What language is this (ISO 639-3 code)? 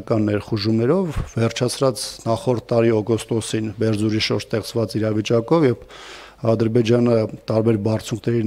hye